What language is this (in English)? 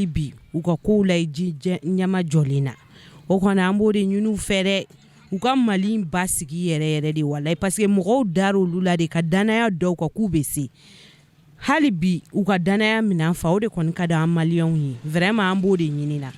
Bambara